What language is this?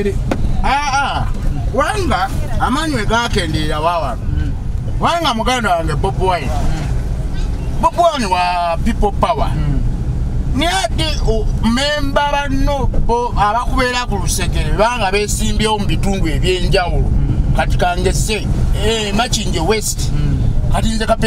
Ganda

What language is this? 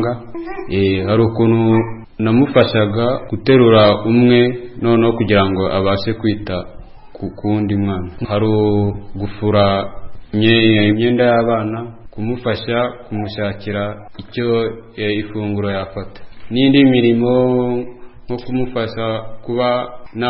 Kinyarwanda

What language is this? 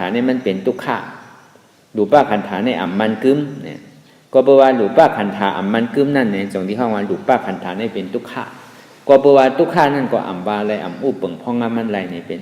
Shan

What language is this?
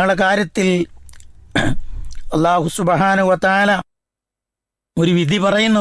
Malayalam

